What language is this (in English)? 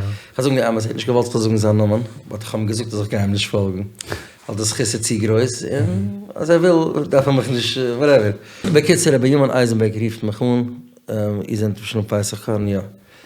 Yiddish